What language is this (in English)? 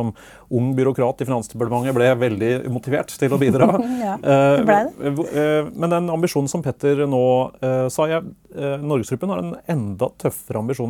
Norwegian